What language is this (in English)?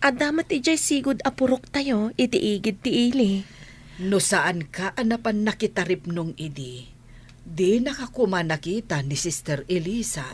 Iloko